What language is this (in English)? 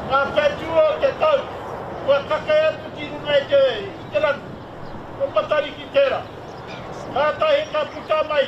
Māori